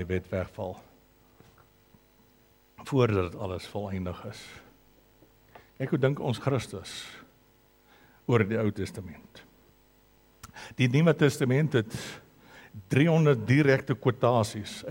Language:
Afrikaans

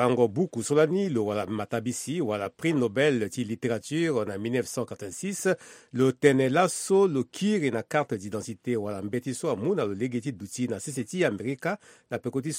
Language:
Sango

